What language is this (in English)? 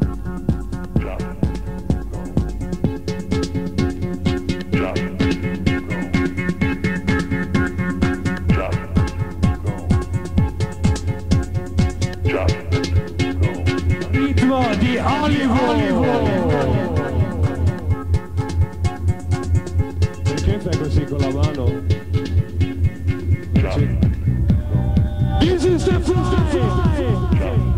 Italian